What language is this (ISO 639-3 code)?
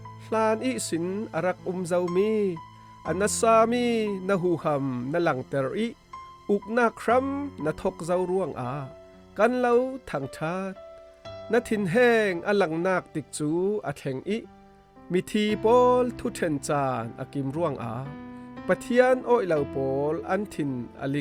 cfm